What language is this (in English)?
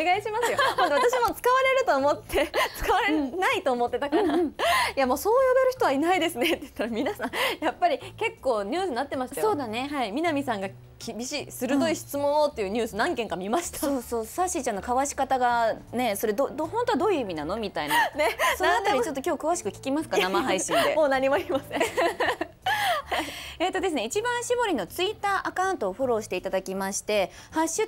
Japanese